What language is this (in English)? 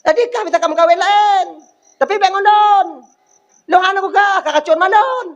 Achinese